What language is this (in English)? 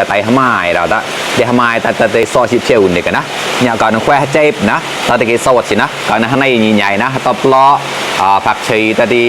Mon